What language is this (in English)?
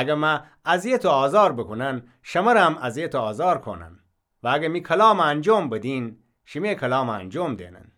Gilaki